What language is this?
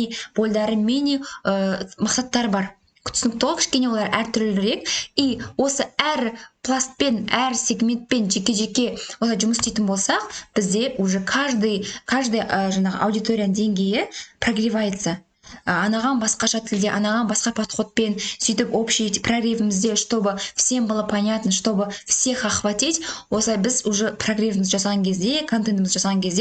Kazakh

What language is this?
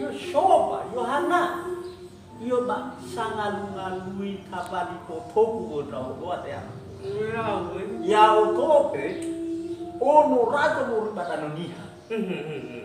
Nias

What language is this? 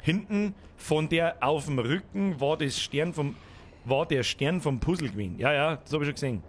Bavarian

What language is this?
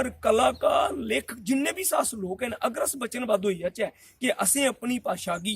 Dogri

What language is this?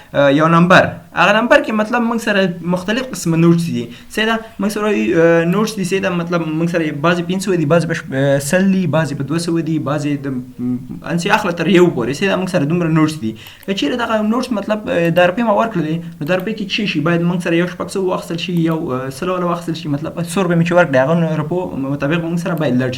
Pashto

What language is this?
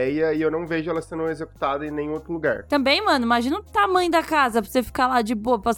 Portuguese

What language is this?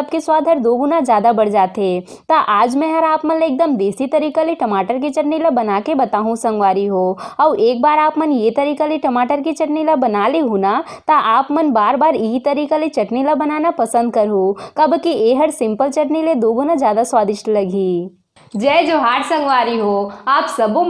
Chhattisgarhi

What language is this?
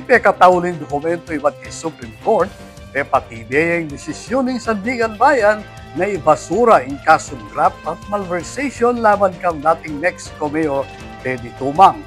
Pampanga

